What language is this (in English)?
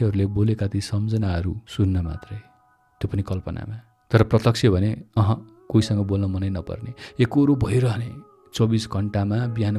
Nepali